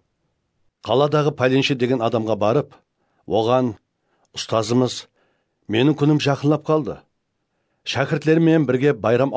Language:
Kara-Kalpak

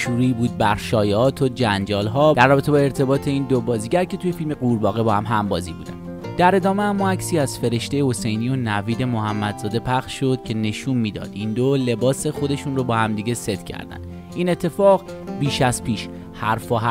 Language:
Persian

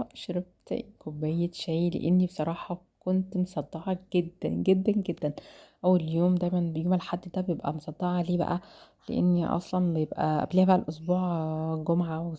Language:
Egyptian Arabic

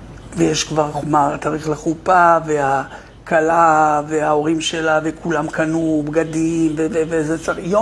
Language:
Hebrew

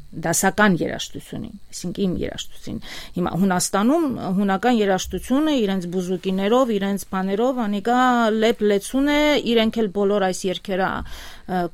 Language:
Western Armenian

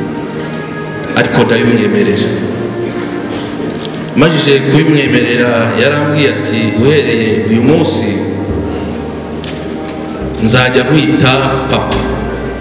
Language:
Kinyarwanda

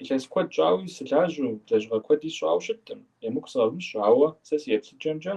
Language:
Kabardian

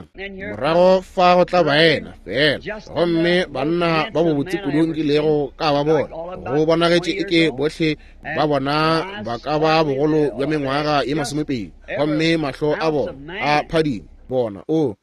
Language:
Northern Sotho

